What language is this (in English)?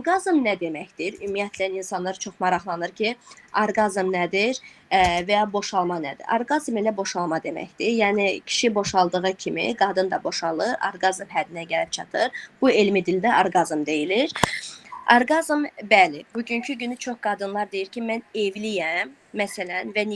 Azerbaijani